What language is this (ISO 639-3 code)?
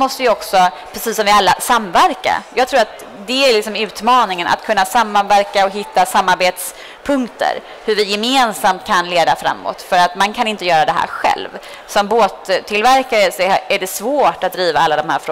swe